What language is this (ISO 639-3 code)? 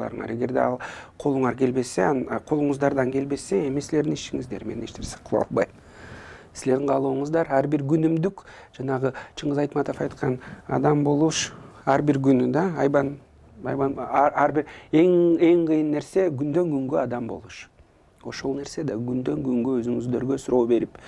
kir